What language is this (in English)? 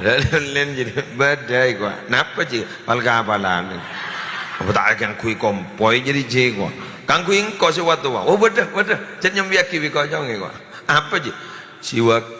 Madurese